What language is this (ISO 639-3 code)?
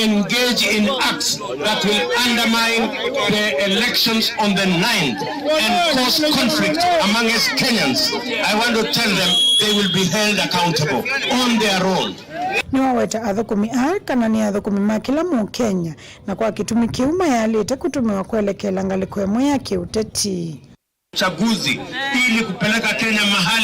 kam